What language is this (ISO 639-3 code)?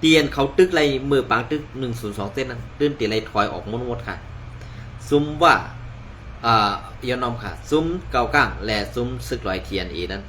shn